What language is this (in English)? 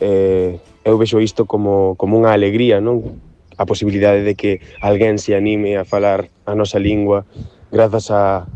Galician